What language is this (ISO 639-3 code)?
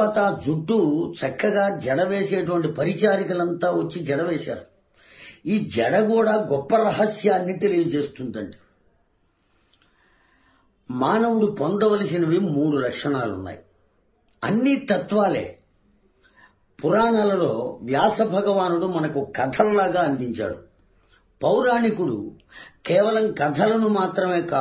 tel